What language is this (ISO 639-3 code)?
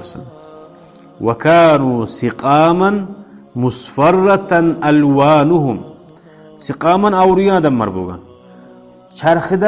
kum